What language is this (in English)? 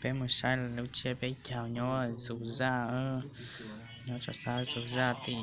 Hmong